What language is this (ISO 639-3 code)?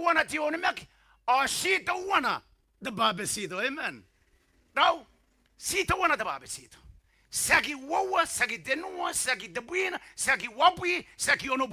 gil